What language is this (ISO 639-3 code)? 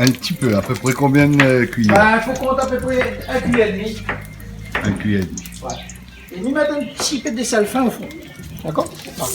rcf